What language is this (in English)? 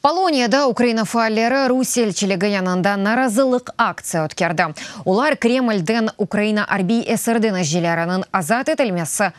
Crimean Tatar